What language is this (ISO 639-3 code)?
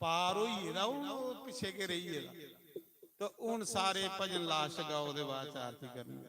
doi